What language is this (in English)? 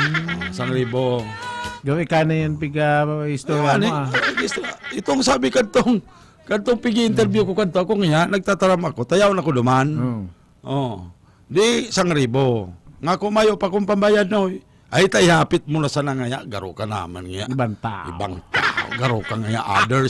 Bikol